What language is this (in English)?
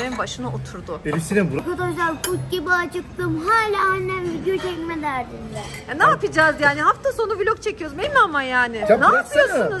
Turkish